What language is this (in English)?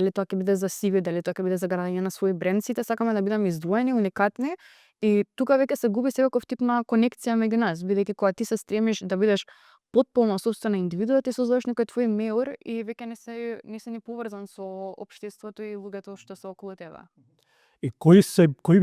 Macedonian